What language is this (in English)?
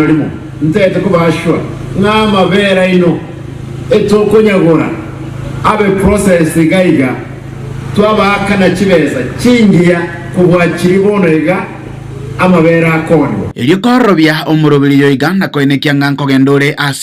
Gusii